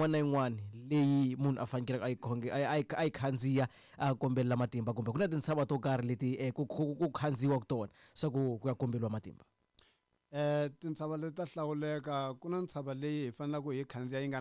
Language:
Tsonga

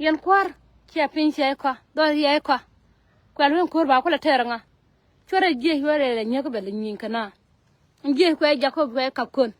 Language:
Nuer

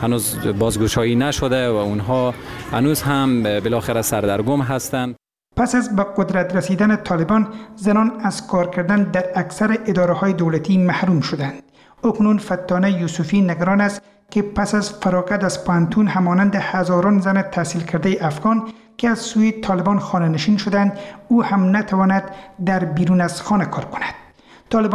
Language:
Persian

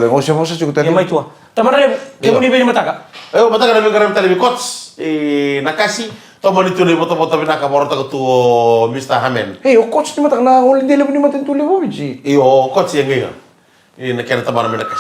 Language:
Fijian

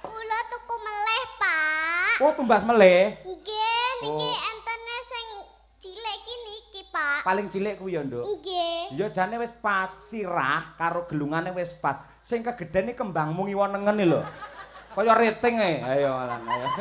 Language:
Javanese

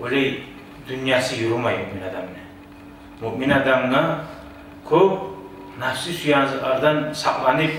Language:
Kumyk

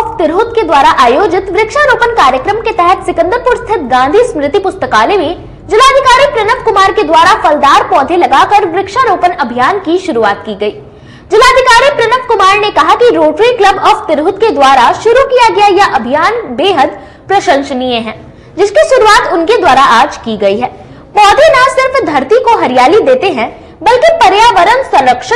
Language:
Hindi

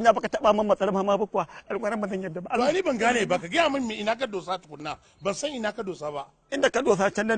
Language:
Hausa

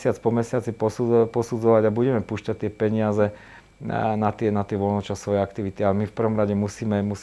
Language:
Slovak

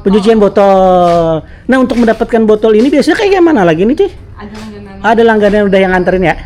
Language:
Banjar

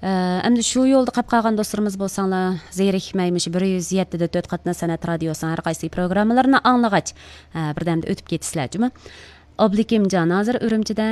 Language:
Uyghur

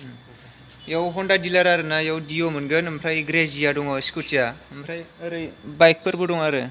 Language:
Bodo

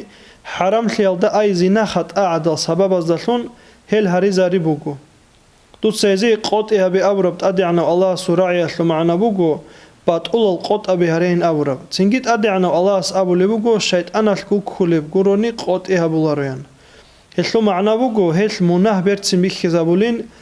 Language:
Avaric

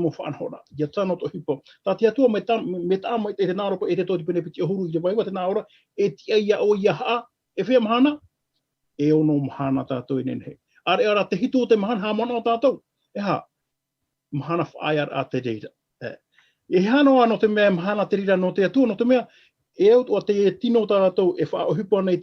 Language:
Tahitian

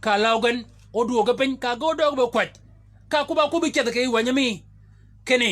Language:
Shilluk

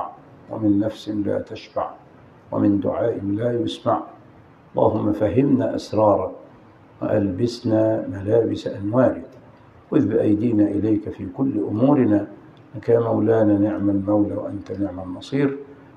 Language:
Arabic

